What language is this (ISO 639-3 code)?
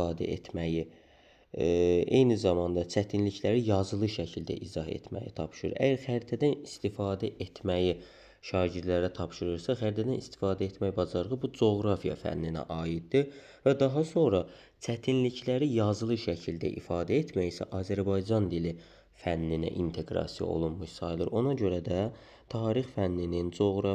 aze